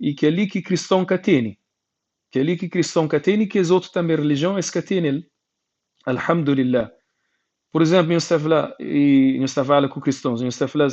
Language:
Kabuverdianu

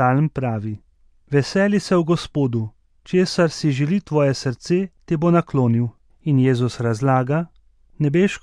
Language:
Slovenian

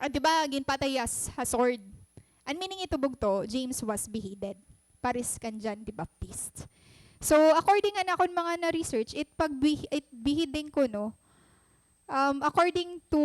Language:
Waray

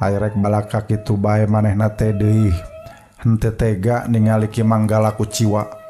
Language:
Sundanese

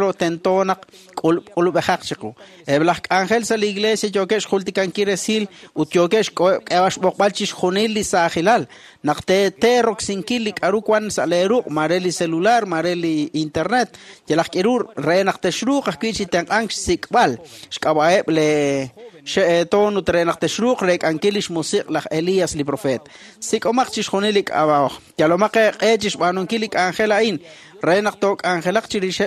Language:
Kekchí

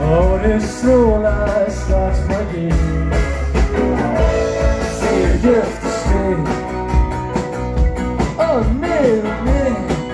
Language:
Swedish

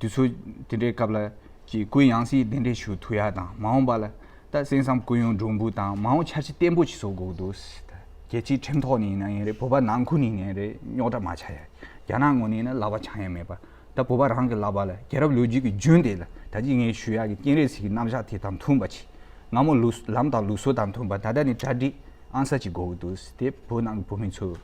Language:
Tibetan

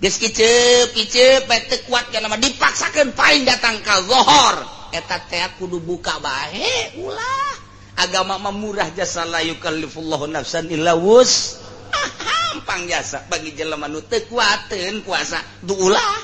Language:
Sundanese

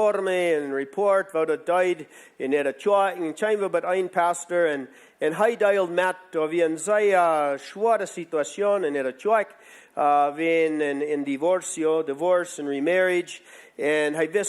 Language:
Plautdietsch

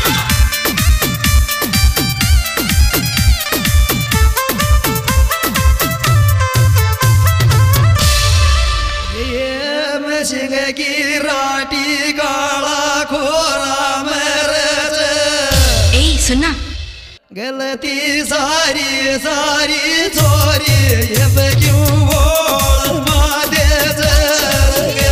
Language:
Hindi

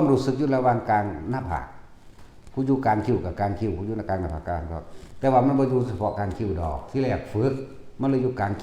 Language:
Northeastern Thai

